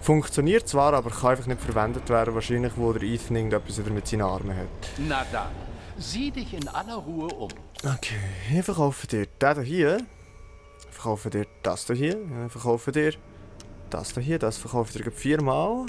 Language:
Swiss German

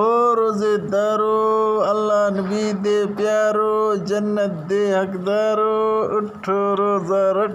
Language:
Eastern Balochi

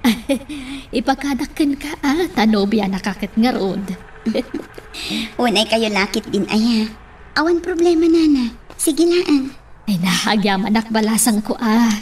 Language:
Iloko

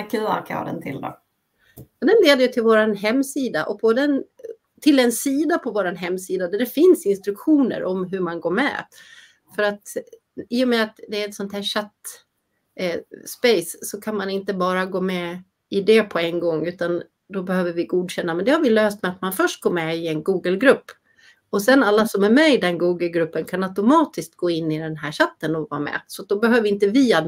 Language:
Swedish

